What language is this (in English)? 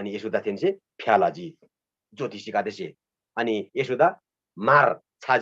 Eastern Tamang